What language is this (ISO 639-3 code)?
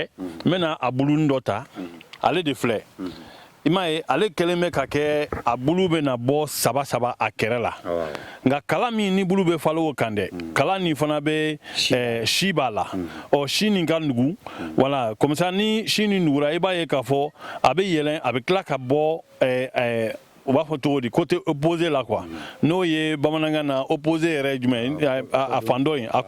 bam